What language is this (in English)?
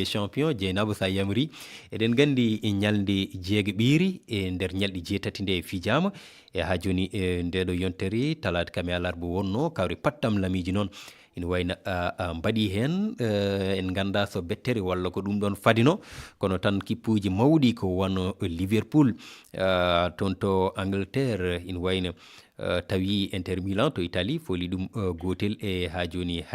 Fula